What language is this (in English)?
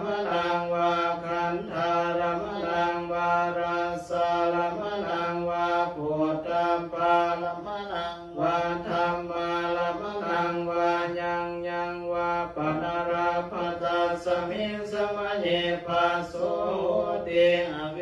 Pali